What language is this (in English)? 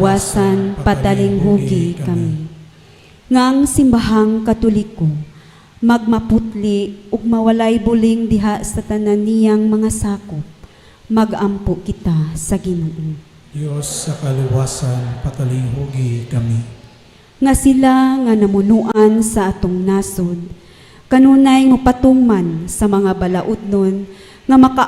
Cebuano